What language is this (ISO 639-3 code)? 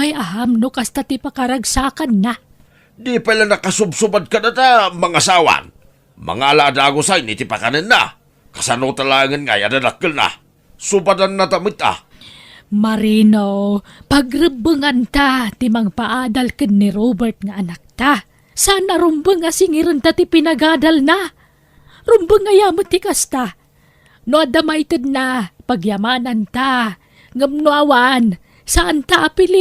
ilo